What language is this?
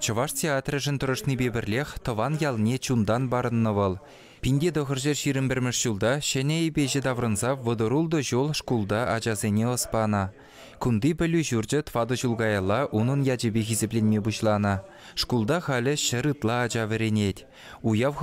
Chuvash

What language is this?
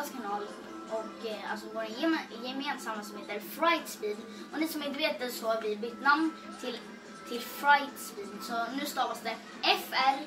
Swedish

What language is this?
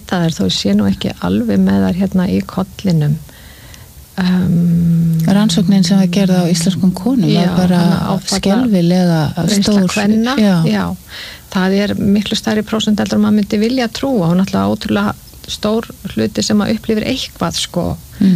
Icelandic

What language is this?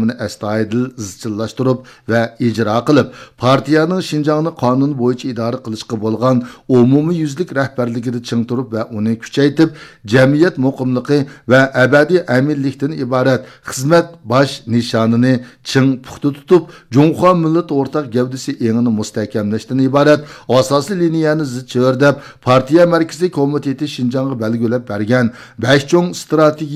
Uyghur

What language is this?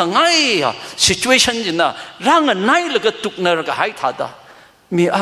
Tangkhul Naga (India)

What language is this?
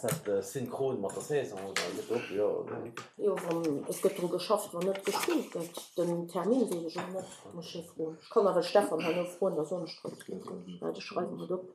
Luxembourgish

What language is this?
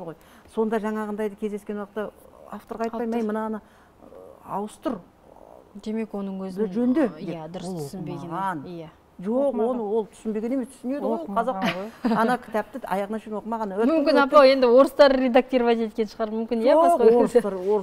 Kazakh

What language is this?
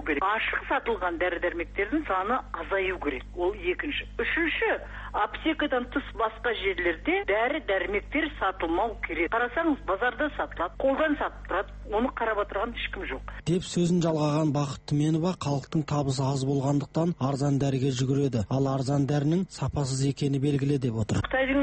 Kazakh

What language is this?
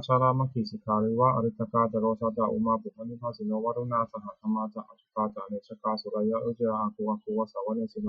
Pali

